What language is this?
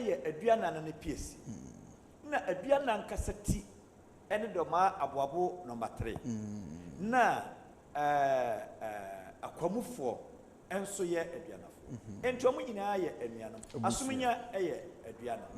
Akan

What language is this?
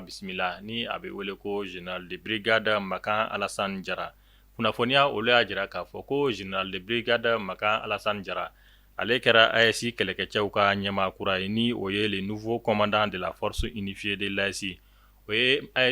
Bambara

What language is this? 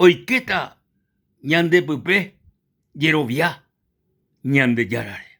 Guarani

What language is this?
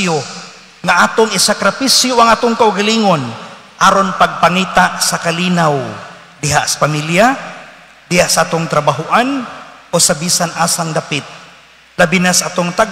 Cebuano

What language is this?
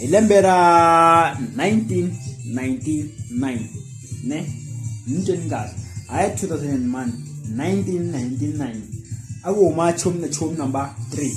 Tsonga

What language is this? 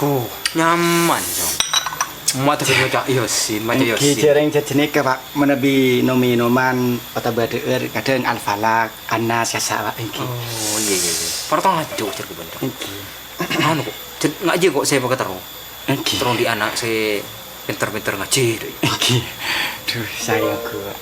Madurese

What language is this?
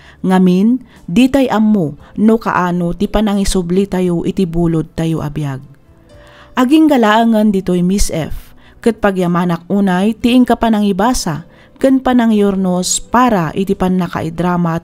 Iloko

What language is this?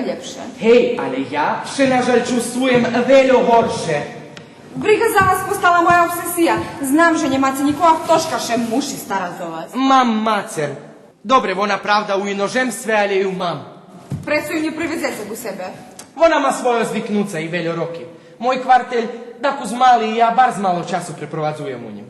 Rusyn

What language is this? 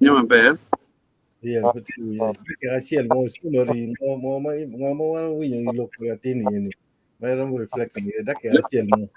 Acoli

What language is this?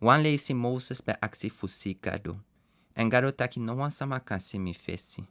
Sranan Tongo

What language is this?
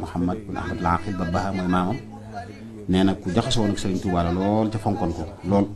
Wolof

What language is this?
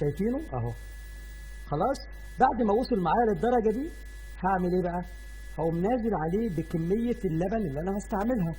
Egyptian Arabic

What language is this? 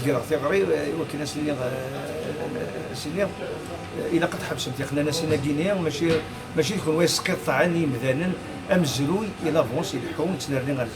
Kabyle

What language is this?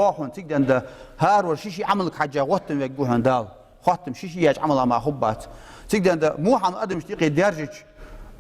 Ingush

